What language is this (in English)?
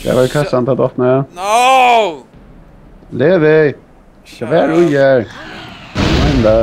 Faroese